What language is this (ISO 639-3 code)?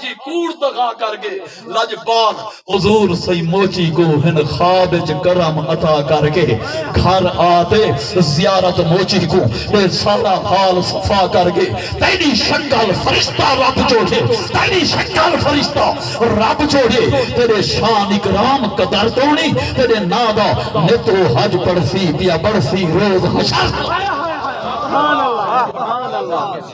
skr